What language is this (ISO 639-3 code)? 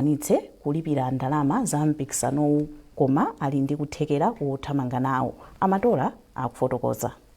nya